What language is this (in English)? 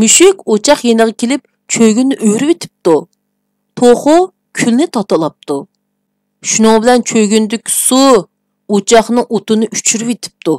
Uyghur